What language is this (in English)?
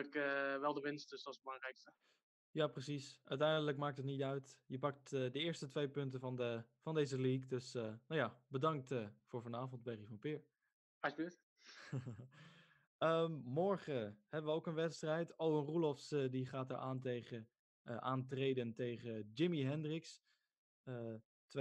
Dutch